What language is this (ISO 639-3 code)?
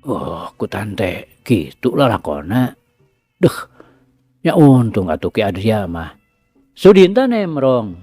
sun